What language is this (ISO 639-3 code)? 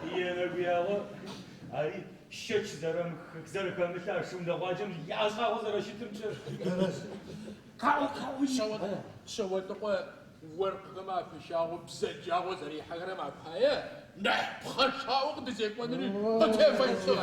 ady